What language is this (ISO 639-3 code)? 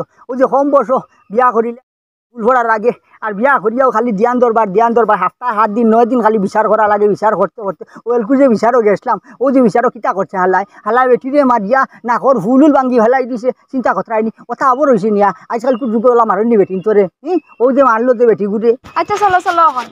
syl